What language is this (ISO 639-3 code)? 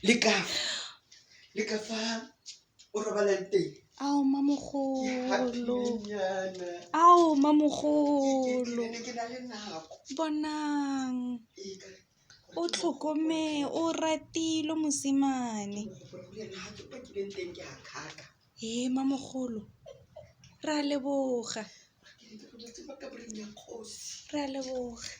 tsn